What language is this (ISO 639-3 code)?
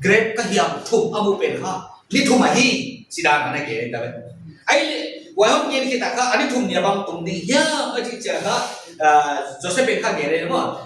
pck